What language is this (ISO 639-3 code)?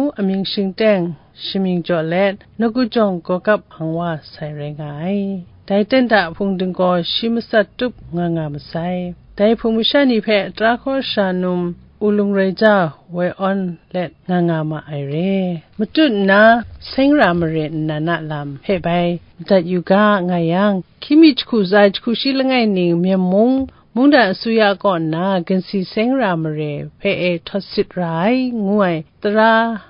kac